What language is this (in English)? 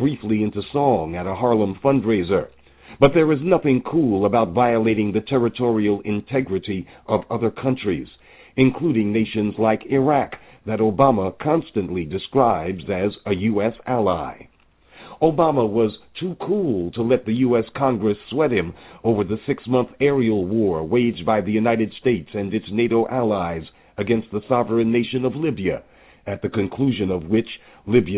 English